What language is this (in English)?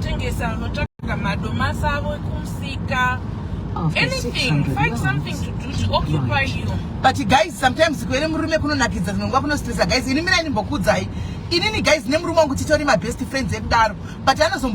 Shona